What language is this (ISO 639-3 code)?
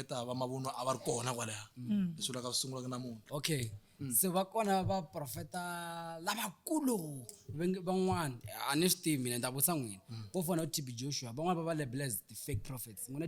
tso